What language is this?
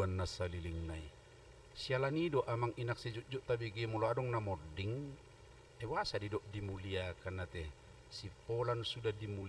Batak Toba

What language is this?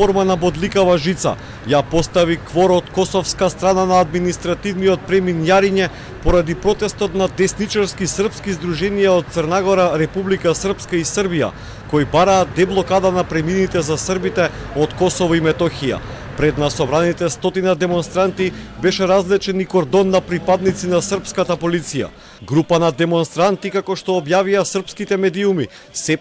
Macedonian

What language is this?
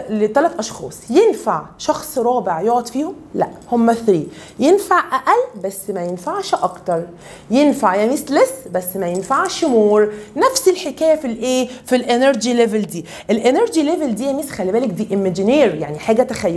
Egyptian Arabic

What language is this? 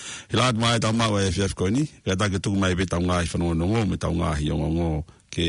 Tongan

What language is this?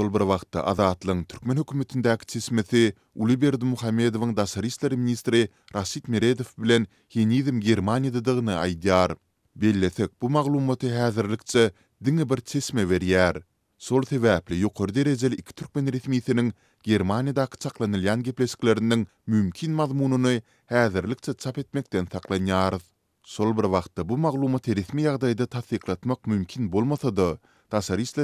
Turkmen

